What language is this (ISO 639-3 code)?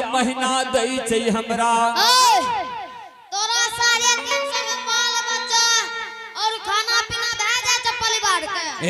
anp